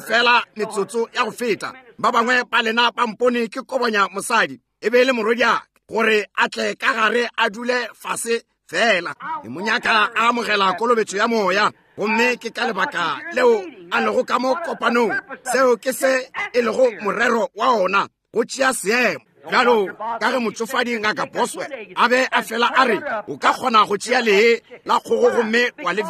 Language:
Northern Sotho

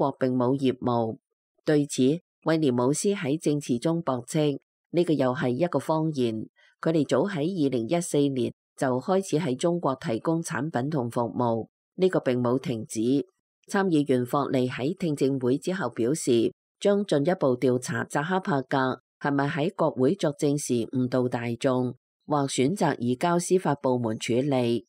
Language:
Cantonese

